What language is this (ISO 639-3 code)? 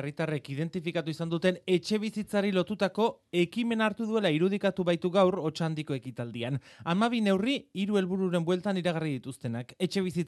eus